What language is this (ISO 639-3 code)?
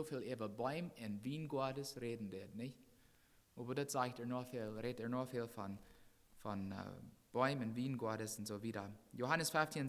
pdt